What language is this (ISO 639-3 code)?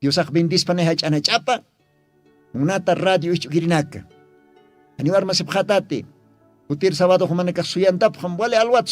aym